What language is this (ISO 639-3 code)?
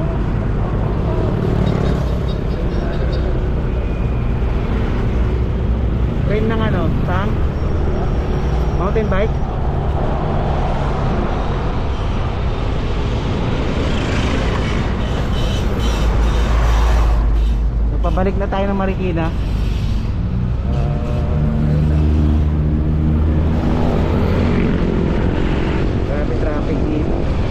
fil